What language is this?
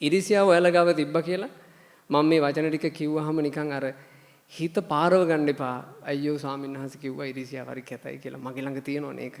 Sinhala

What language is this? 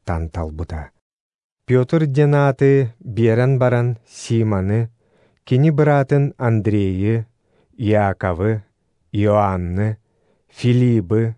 Yakut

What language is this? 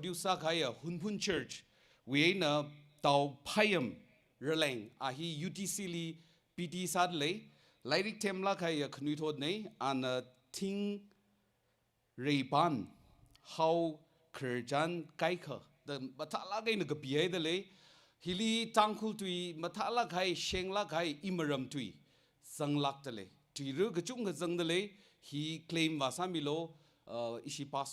Tangkhul Naga (India)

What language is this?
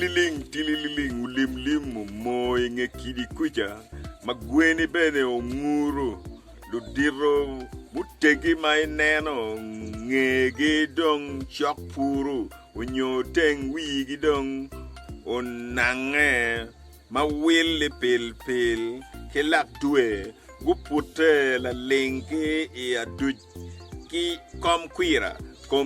Acoli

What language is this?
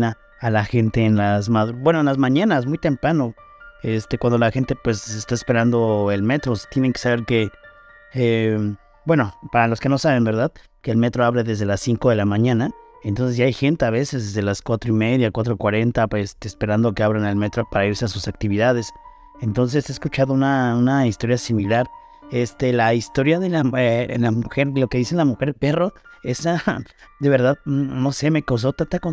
Spanish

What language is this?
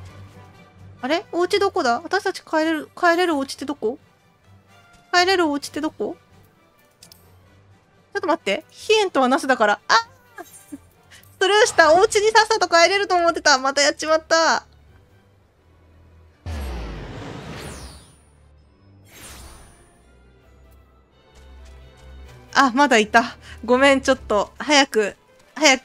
Japanese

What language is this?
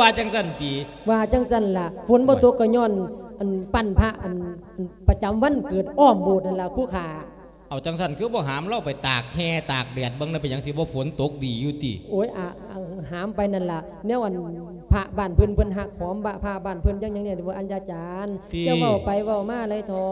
Lao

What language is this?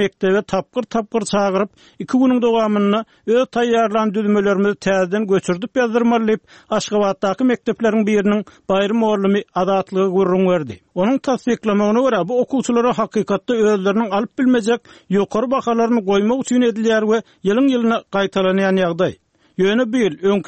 Turkmen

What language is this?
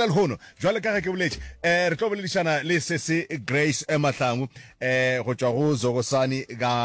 Northern Sotho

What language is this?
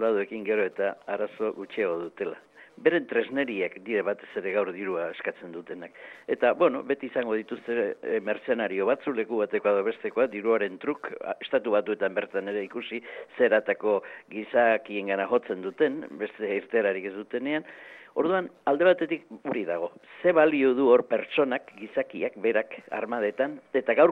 Basque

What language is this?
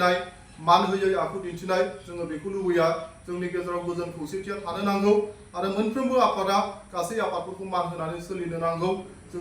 Bodo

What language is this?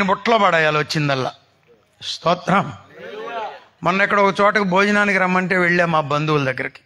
Telugu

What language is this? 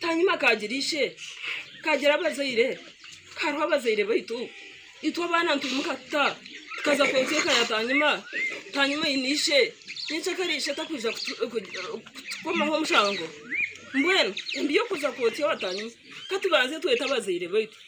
Nyankole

